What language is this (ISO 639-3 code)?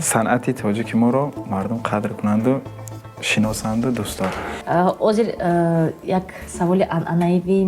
tgk